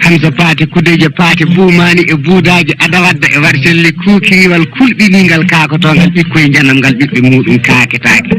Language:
Fula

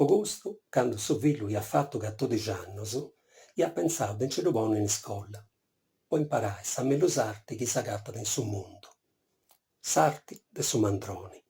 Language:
Sardinian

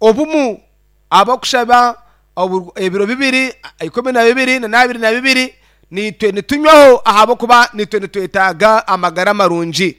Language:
Nyankole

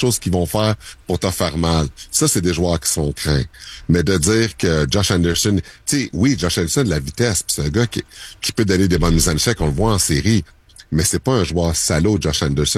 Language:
French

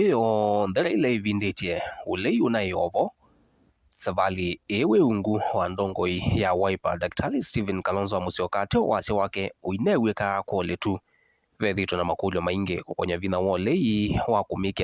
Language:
Kamba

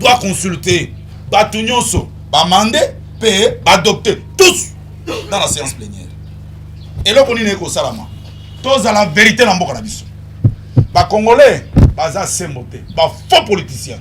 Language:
Lingala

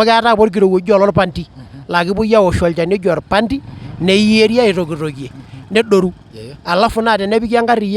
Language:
Masai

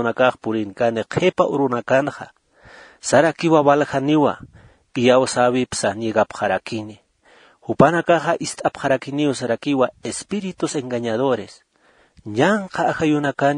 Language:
Aymara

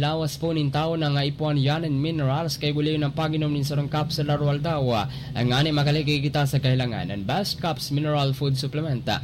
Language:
Bikol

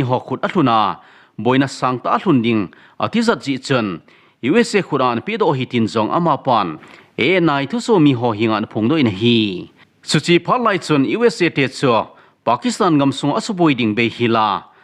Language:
Thado Chin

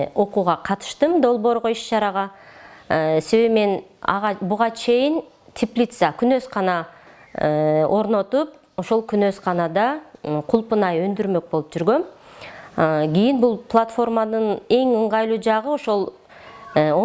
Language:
Kyrgyz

